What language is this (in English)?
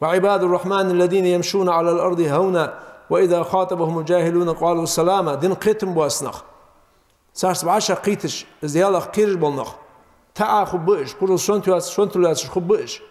Ingush